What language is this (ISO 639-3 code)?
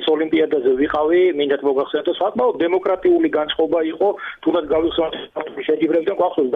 kat